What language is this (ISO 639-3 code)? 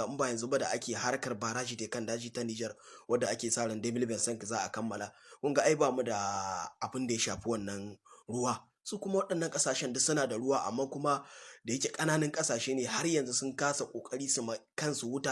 hau